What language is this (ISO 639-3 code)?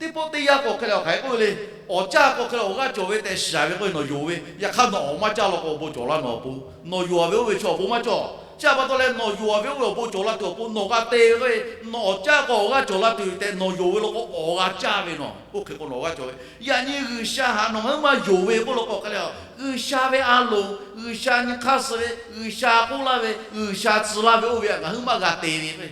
lhu